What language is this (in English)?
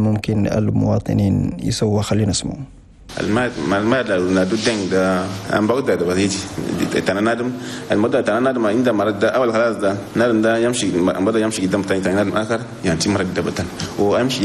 Chadian Arabic